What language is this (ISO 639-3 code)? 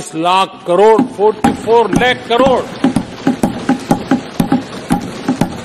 hin